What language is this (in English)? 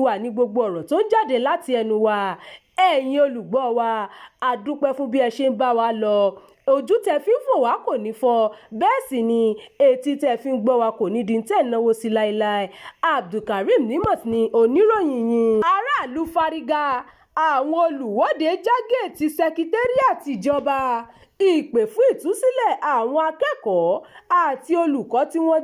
Yoruba